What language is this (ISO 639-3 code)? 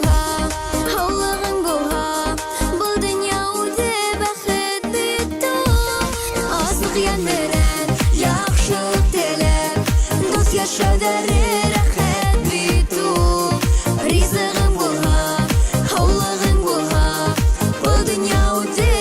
bak